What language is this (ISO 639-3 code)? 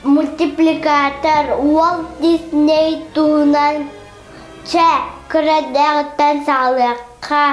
sah